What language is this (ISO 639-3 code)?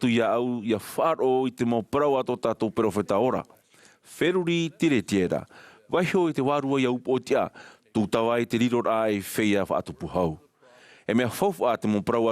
tah